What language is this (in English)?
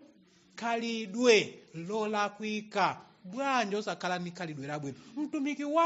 Nyanja